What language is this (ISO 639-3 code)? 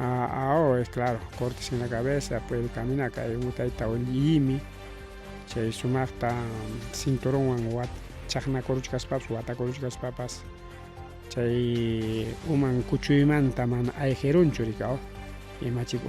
quy